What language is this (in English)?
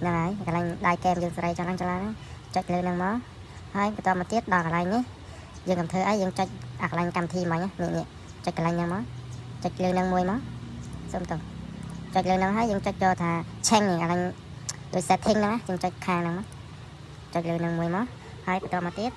Khmer